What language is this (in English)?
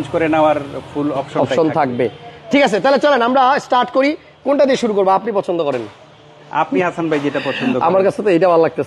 Bangla